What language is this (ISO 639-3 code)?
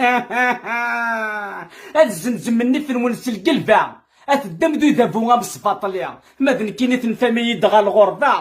kab